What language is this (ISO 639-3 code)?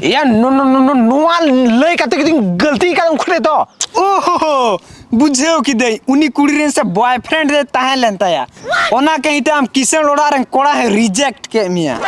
sat